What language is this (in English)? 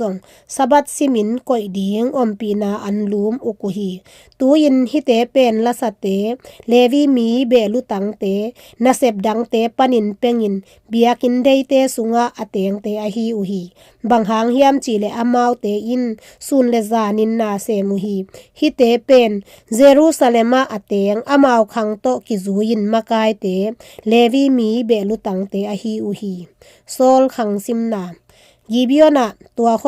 Tedim Chin